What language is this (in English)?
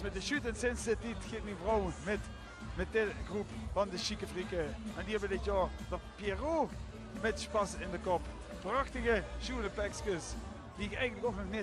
Limburgish